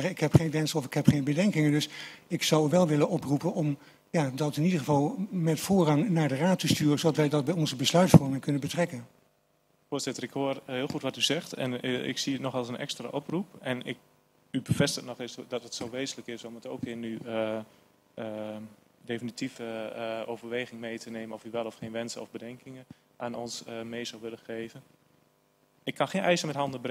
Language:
Dutch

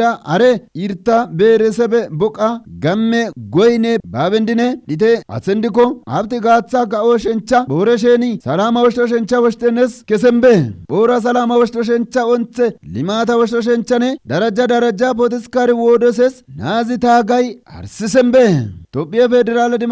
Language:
Kafa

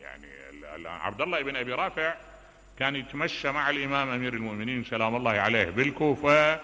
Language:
Mesopotamian Arabic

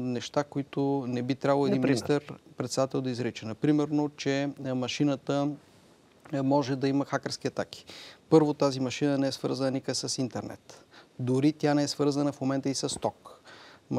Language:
Bulgarian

